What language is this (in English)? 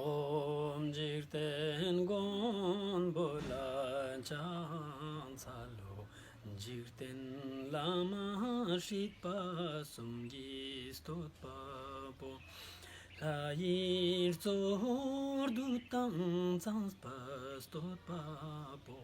Ladakhi